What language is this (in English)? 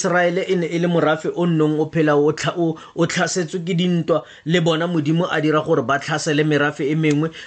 Tswana